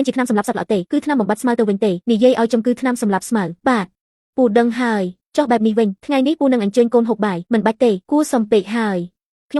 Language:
Khmer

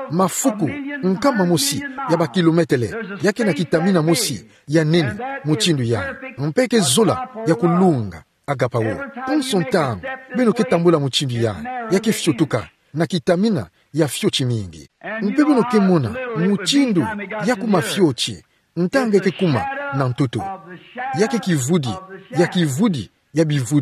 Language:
Kituba (Democratic Republic of Congo)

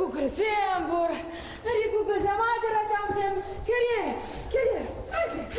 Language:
Chuvash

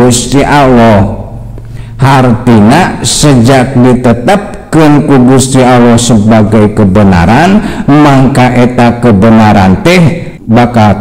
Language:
Sundanese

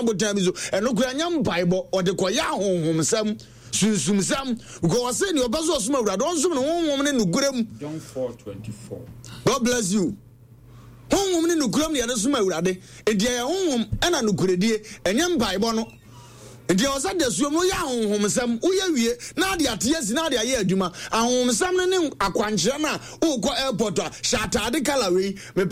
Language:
Akan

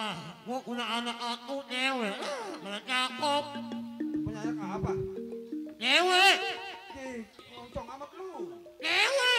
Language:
Betawi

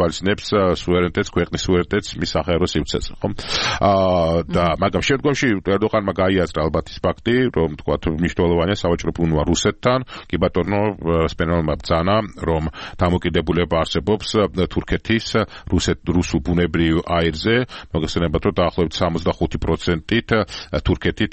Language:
Georgian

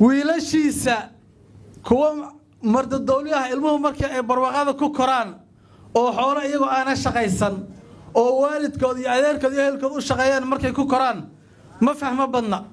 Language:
Somali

